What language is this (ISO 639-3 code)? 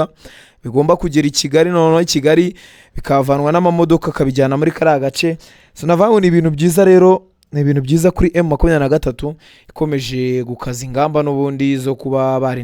kin